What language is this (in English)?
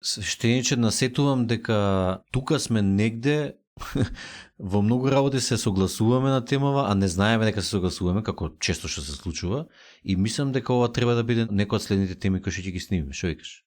Macedonian